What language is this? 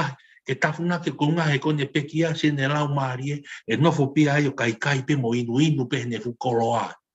Tongan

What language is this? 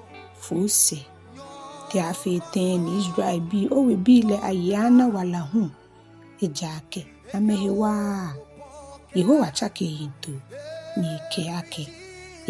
Ga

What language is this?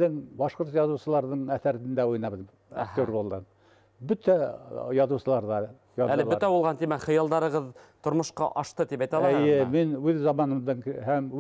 Bashkir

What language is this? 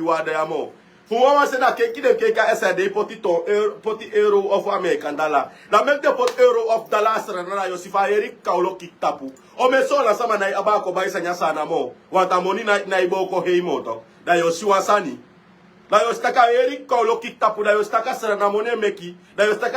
Sranan Tongo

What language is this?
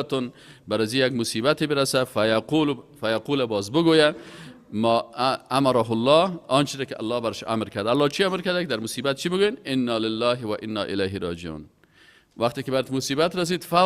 Persian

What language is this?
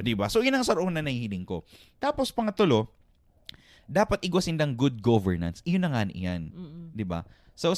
Bikol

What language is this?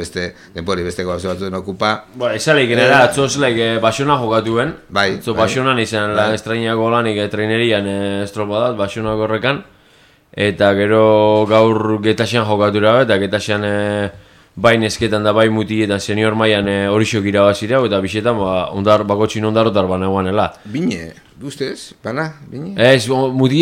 Basque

